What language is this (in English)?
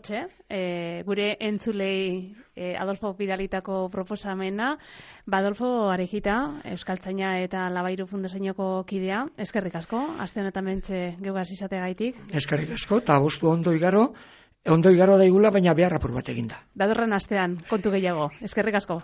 Basque